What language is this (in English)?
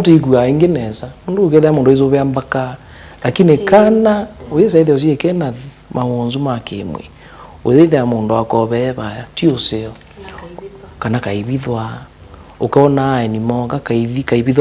Kamba